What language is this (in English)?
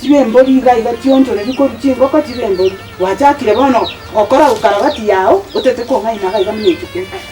Gusii